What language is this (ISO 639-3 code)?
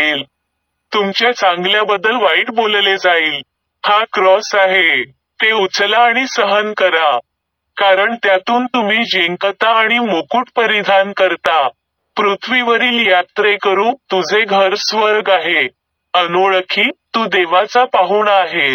mar